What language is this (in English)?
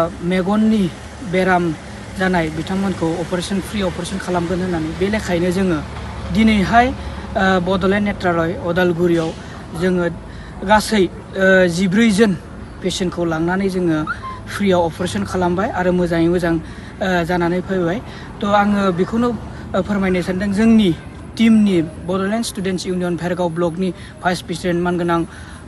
Bodo